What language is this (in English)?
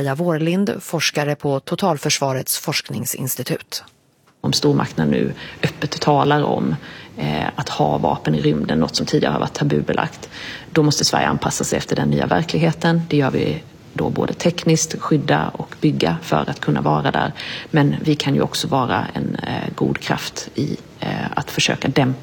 Swedish